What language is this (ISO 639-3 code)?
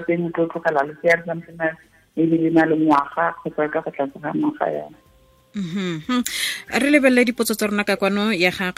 tsn